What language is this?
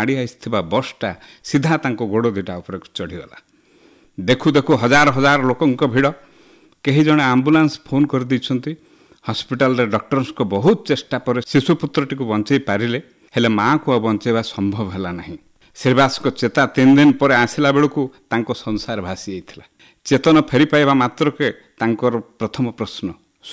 Odia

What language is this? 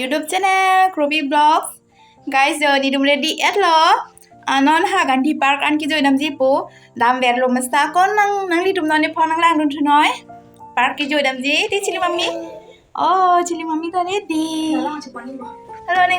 Karbi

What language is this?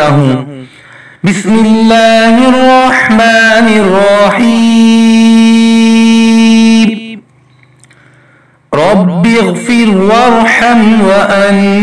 Urdu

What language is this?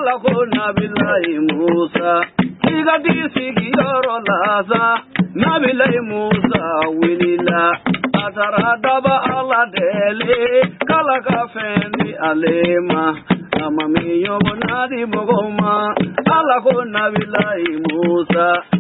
Bambara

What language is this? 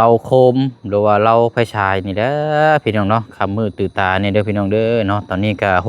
Lao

